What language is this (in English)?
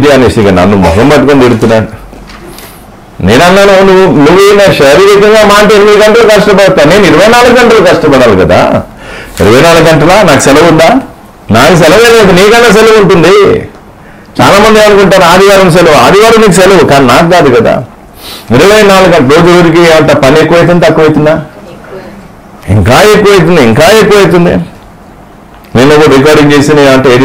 Telugu